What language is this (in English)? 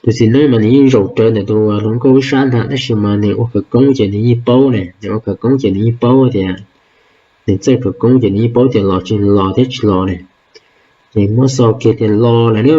Hmong